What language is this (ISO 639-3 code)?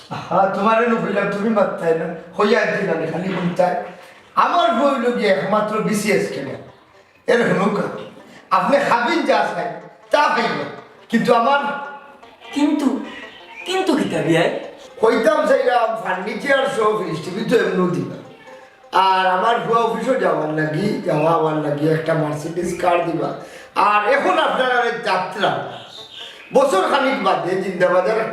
syl